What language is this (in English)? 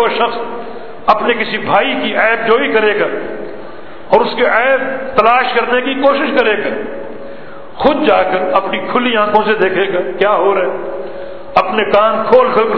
Urdu